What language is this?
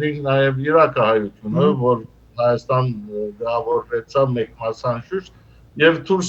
Western Armenian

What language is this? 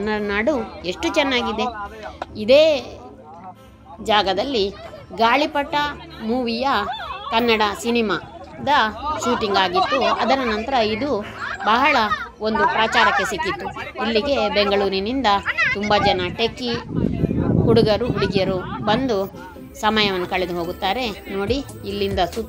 Kannada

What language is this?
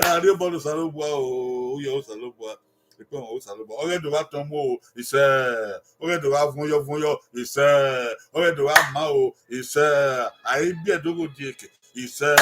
Bini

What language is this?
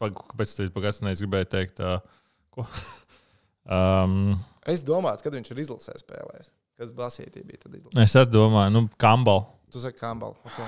Latvian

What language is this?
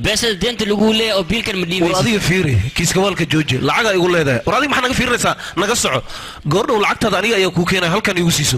Somali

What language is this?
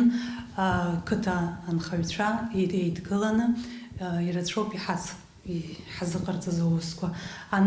Abkhazian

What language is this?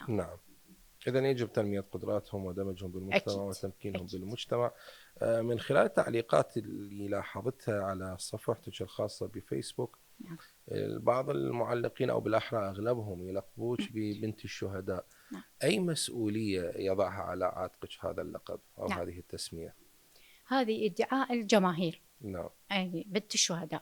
Mesopotamian Arabic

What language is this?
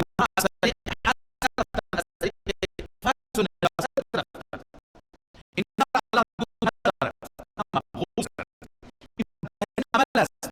Persian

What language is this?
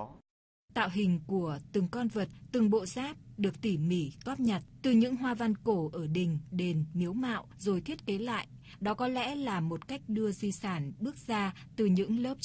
Vietnamese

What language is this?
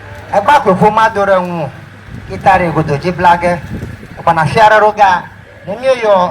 Ewe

